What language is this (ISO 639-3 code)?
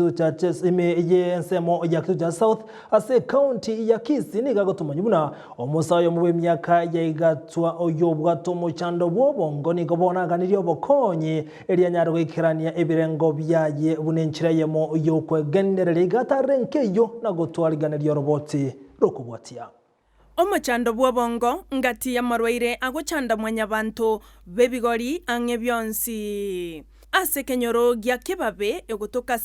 guz